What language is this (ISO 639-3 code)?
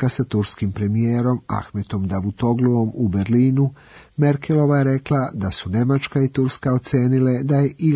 srp